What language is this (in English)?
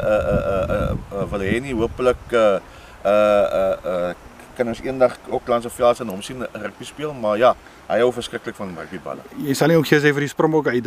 Afrikaans